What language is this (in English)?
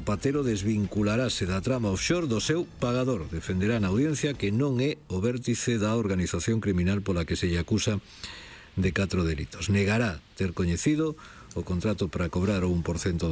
Galician